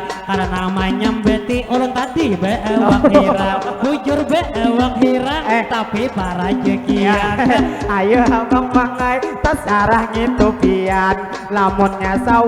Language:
Banjar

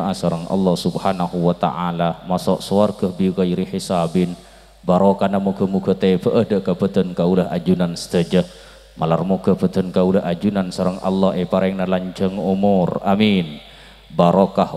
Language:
Madurese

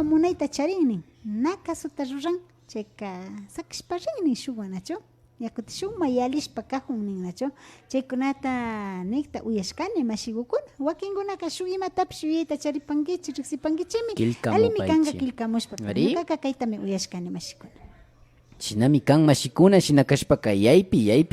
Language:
Imbabura Highland Quichua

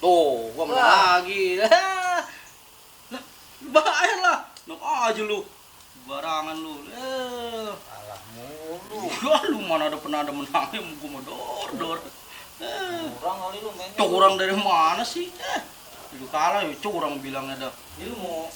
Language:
Betawi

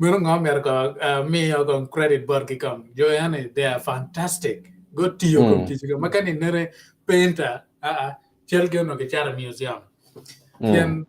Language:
Acoli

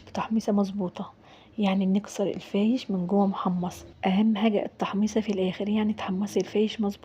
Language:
Egyptian Arabic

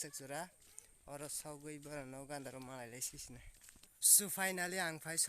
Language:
Kok Borok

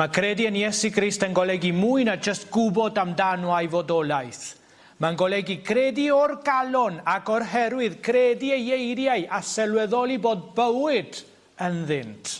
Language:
Welsh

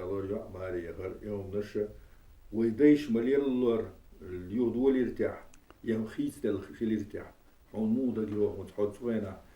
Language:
Chechen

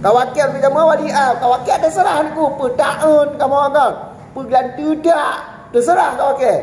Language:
Achinese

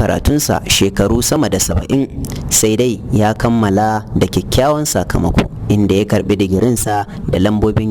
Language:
Hausa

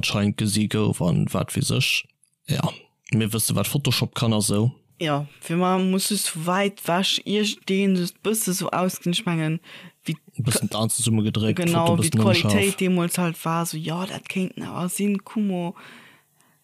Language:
Luxembourgish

